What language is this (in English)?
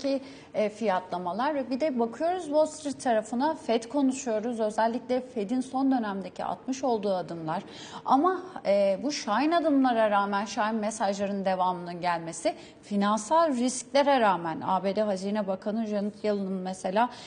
Turkish